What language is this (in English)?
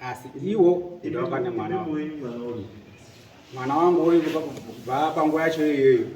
Shona